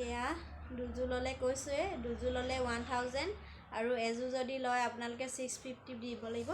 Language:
Assamese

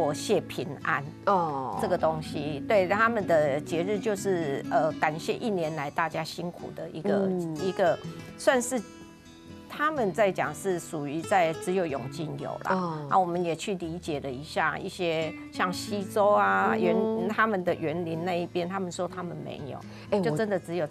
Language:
Chinese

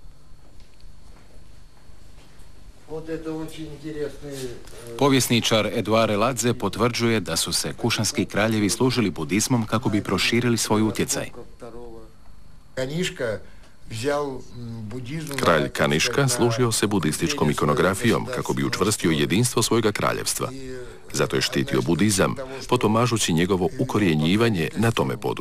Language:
Croatian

